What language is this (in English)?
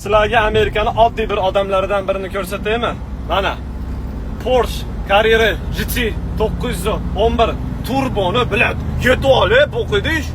Uzbek